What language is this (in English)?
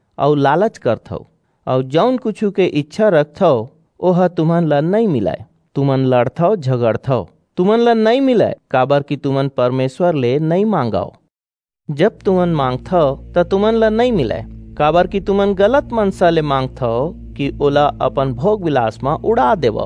Chhattisgarhi